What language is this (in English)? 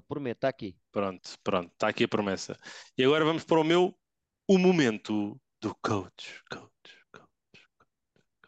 Portuguese